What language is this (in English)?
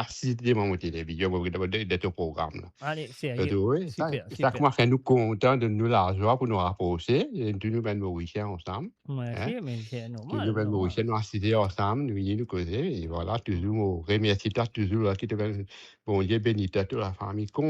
Morisyen